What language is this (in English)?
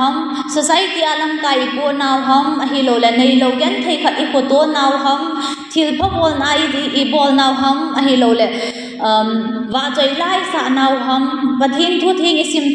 Thado Chin